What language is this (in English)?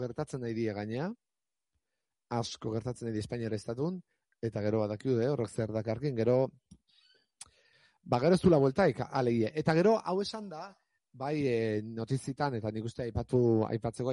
Basque